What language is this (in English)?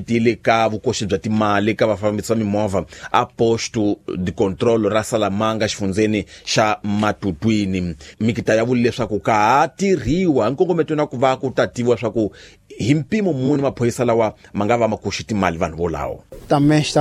Tsonga